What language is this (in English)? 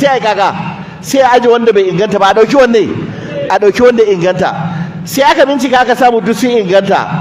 Hausa